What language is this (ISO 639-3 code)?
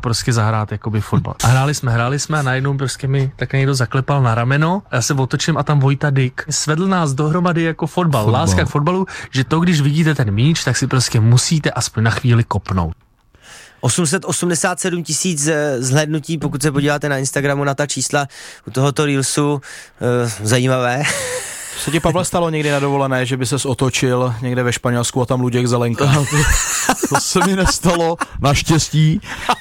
ces